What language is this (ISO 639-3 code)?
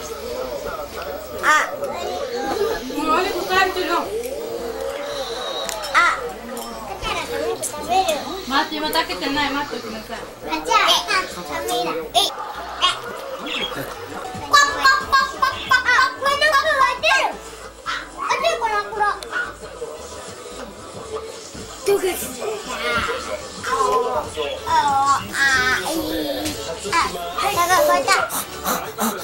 jpn